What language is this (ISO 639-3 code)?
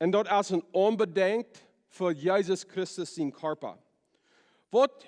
pdt